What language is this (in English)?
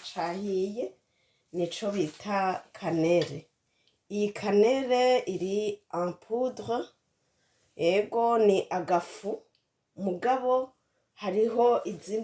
Rundi